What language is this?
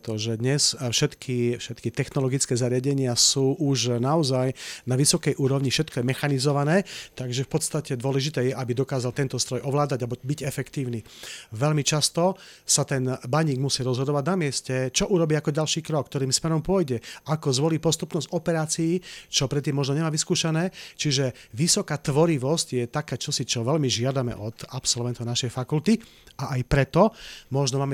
Slovak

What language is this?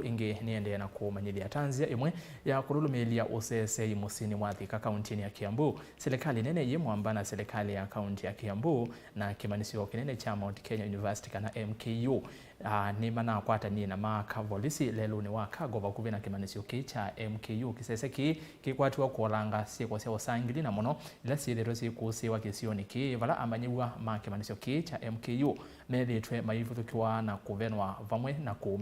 Kamba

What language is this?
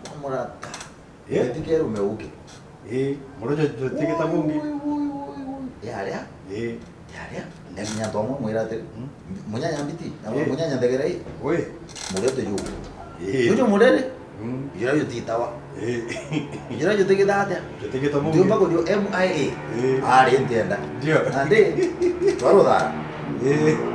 Meru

